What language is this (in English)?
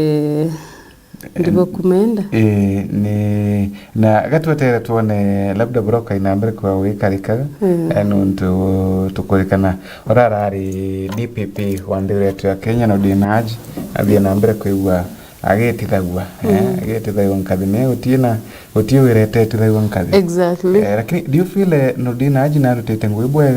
Meru